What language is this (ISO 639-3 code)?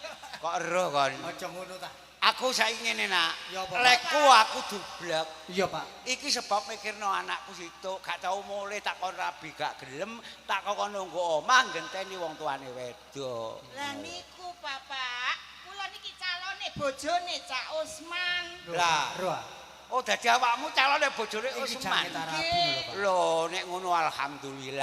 jav